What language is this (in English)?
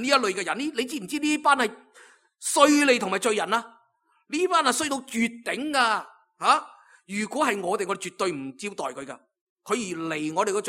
Cantonese